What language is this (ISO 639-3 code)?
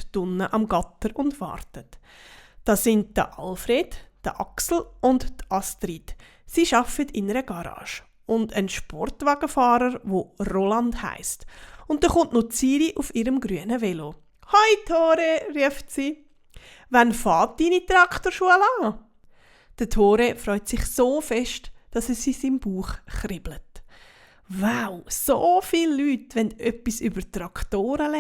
gsw